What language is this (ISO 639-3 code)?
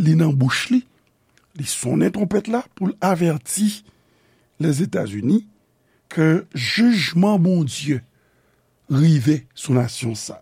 hat